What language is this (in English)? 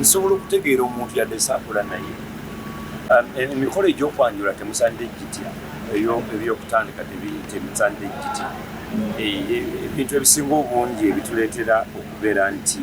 Ganda